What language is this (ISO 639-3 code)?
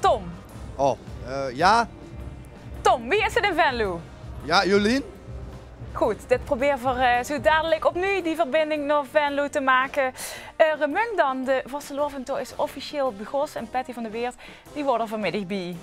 lim